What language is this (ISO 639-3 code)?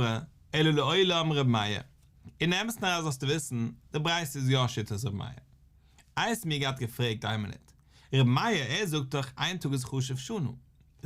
yid